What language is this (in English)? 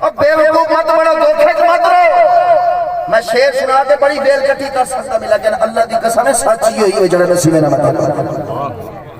Saraiki